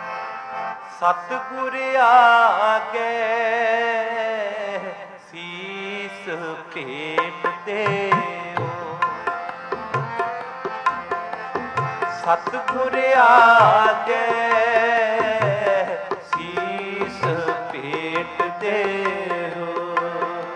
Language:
Punjabi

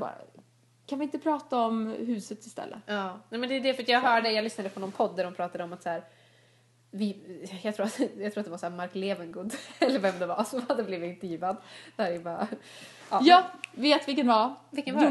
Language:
Swedish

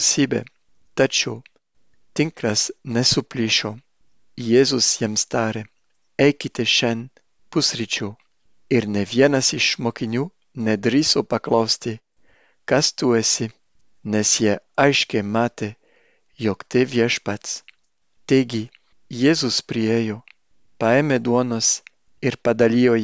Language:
Lithuanian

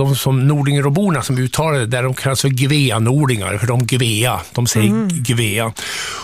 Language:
Swedish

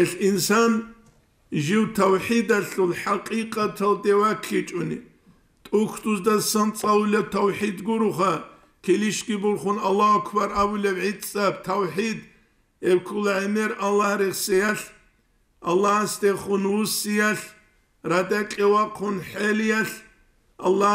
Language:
Avaric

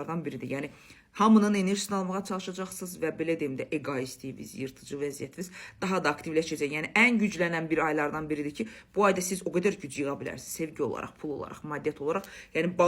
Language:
Azerbaijani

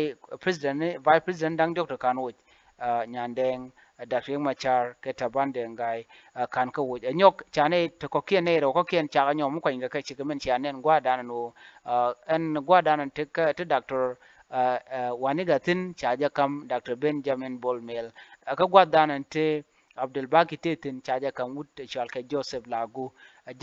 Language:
Nuer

